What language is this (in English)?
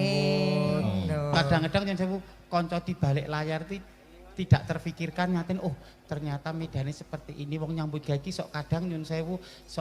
Javanese